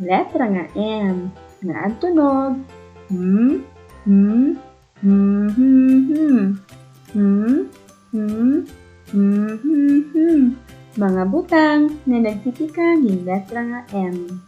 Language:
Waray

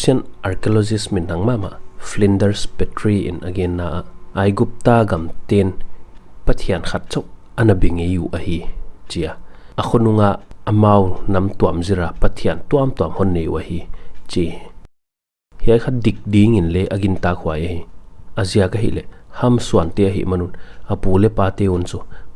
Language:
Paite Chin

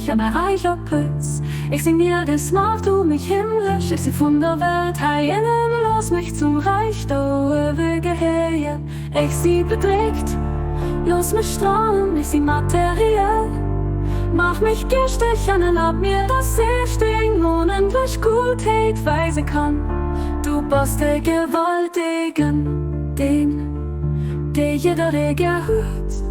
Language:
Luxembourgish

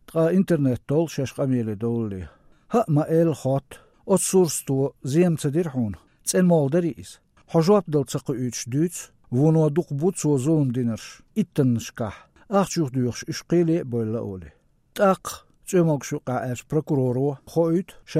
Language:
Chechen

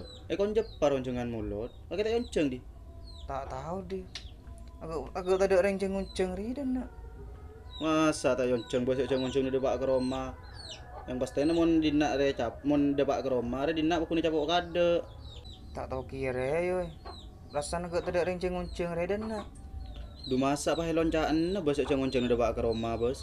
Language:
Madurese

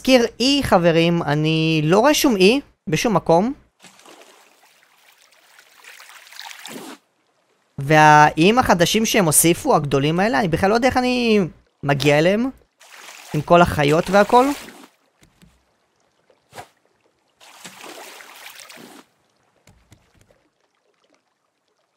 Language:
Hebrew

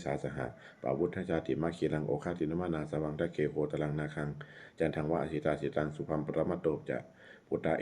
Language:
Pali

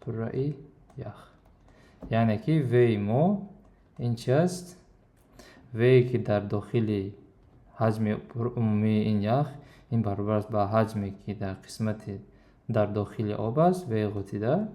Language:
Tajik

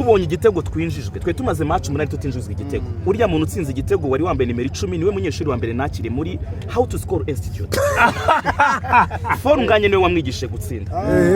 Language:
Kinyarwanda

